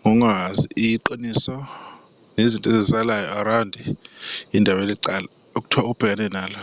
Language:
Zulu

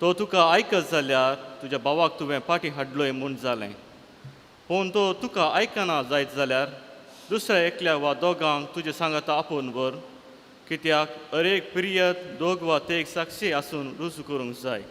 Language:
Konkani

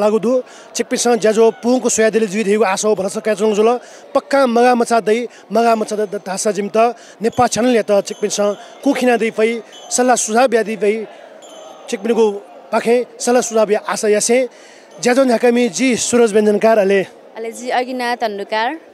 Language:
Newari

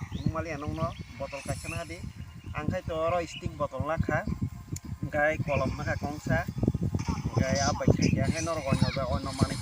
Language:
Kok Borok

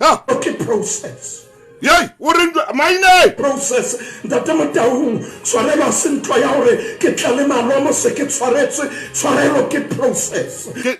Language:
Southern Sotho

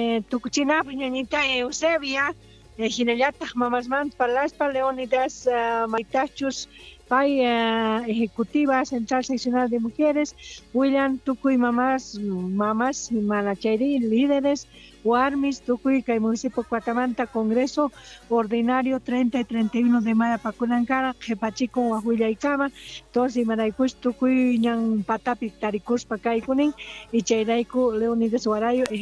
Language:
Quechua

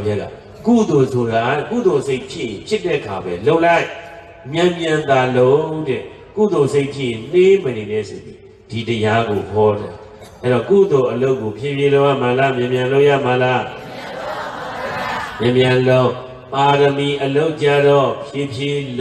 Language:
Burmese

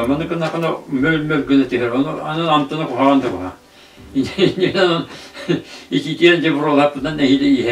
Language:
Yakut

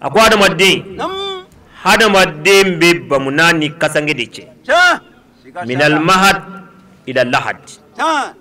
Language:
Bambara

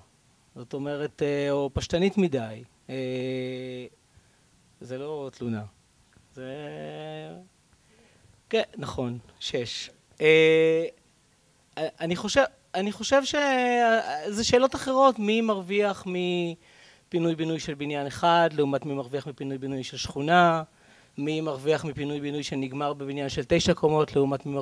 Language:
Hebrew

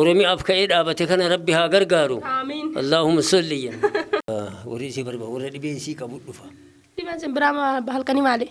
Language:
Oromo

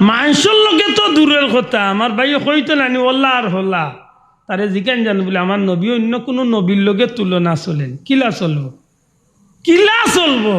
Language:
Sylheti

